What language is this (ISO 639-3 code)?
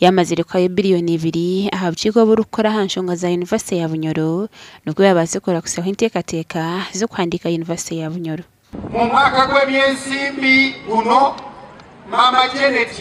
nyn